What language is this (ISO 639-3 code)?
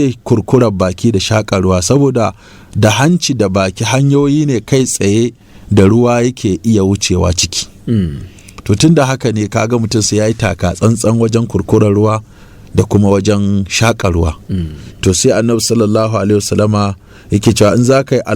hau